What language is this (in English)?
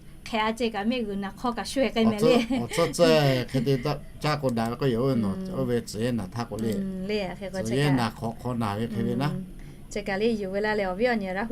Lahu